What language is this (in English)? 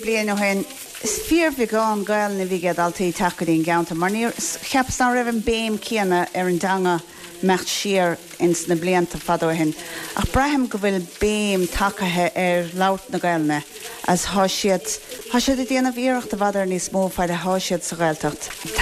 Irish